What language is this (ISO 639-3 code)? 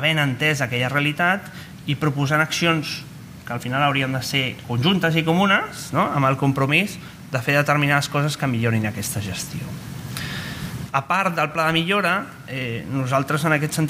cat